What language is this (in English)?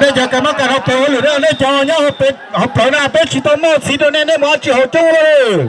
Hmong